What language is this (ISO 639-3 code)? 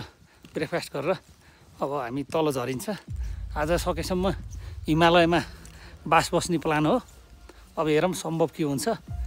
nep